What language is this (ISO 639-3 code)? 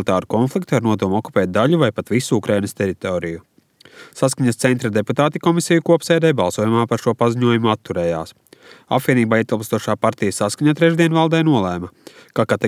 lav